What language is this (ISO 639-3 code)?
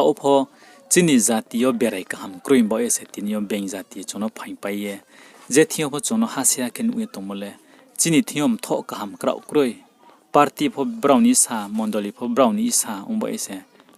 ria